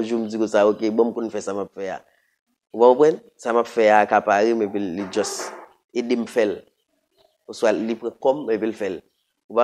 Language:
Haitian Creole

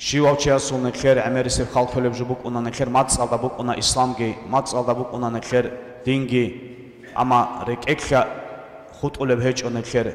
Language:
Avaric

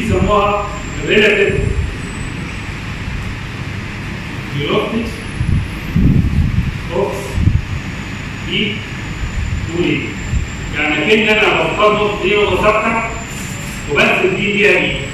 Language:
Egyptian Arabic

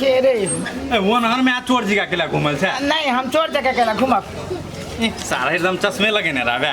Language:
Maithili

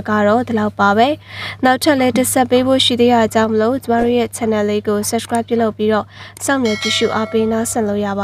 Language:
Burmese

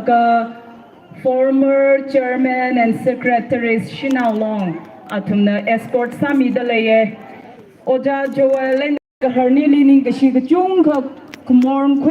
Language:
Tangkhul Naga (India)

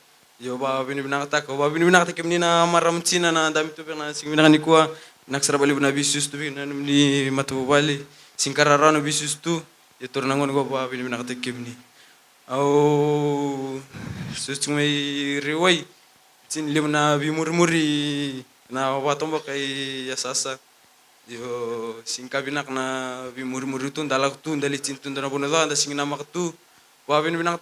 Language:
Fijian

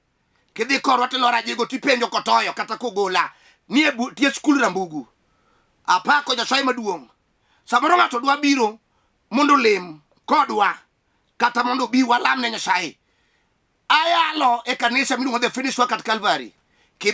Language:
Luo (Kenya and Tanzania)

